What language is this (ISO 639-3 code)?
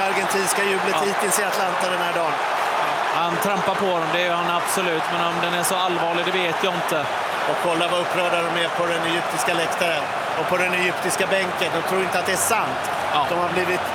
swe